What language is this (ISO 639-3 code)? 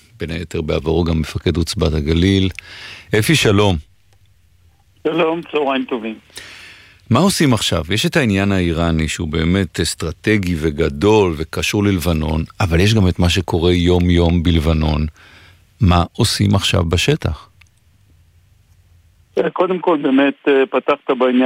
heb